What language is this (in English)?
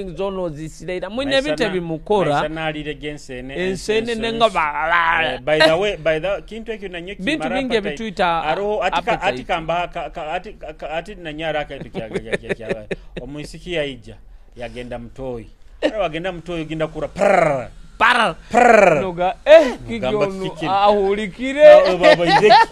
Nyoro